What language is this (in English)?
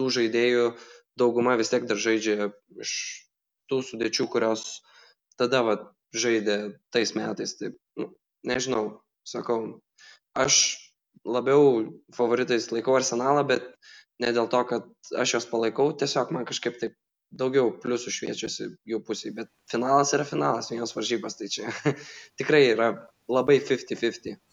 Lithuanian